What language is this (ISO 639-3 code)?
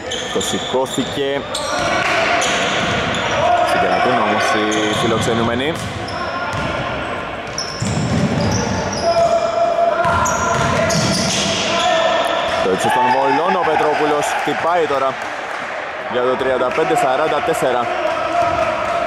ell